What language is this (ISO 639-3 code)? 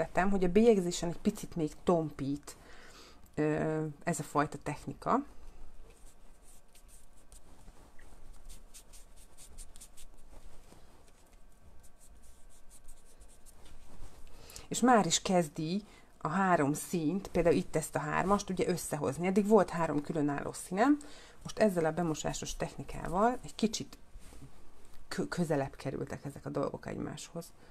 hun